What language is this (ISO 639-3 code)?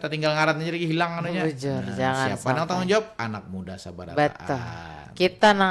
bjn